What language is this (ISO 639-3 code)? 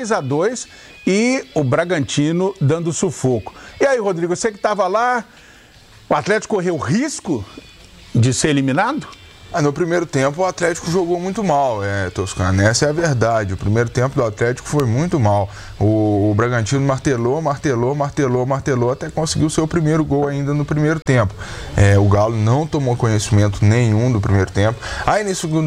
por